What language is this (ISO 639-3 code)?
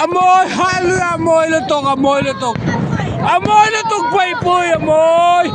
lus